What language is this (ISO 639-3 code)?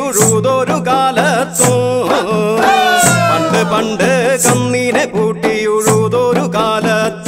mal